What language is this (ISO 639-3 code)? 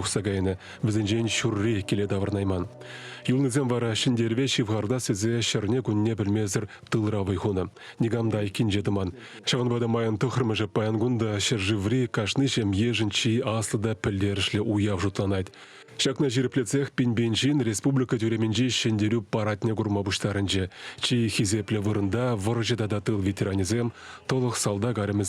chv